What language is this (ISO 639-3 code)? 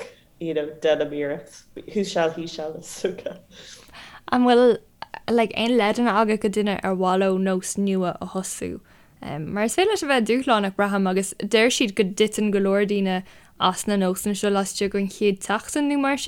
gle